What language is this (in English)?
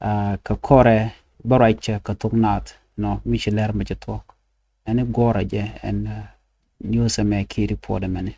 Nuer